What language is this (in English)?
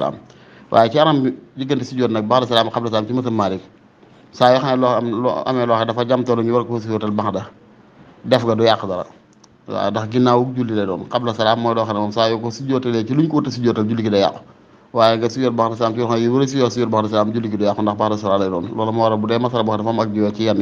Wolof